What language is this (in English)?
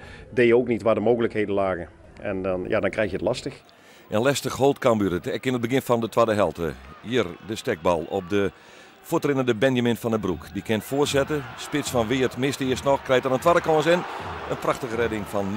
Western Frisian